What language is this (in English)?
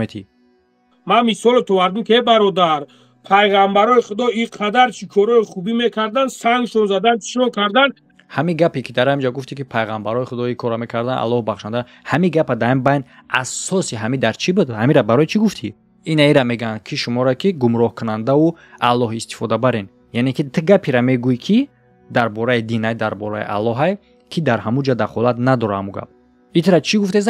Tajik